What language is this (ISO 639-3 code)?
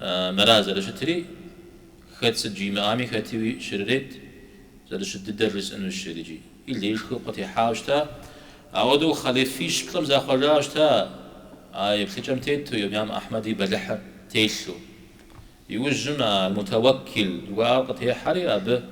kbd